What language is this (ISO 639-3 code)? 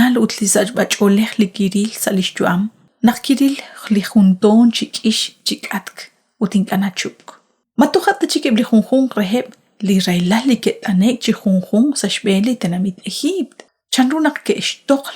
kek